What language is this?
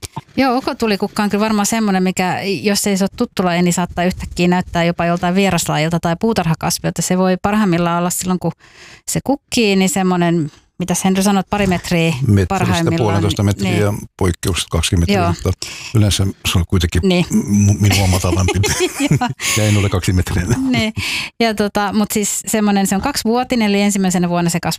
Finnish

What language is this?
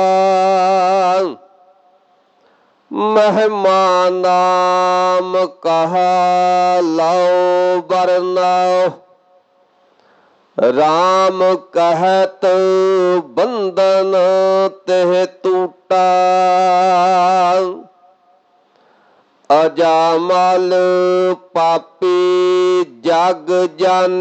Punjabi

